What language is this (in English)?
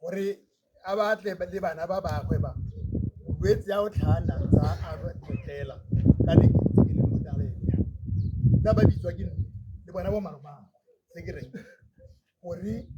Tswana